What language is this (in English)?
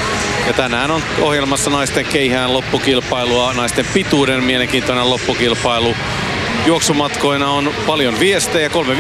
Finnish